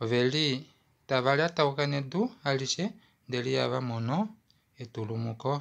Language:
Kuanyama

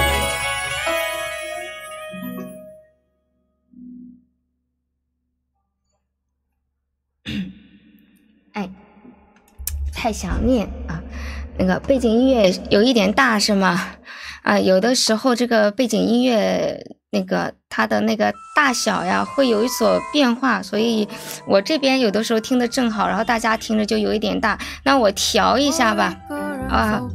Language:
Chinese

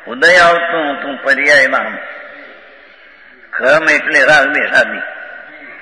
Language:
Gujarati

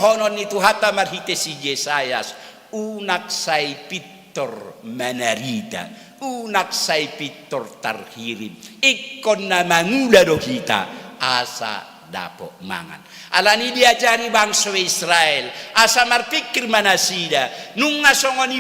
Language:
Batak Toba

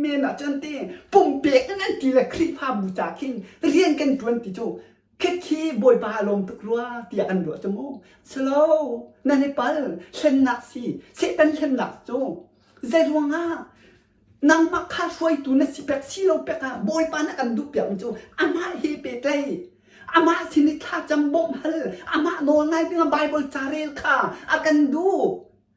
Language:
Hakha Chin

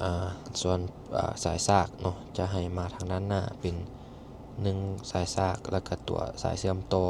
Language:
Lao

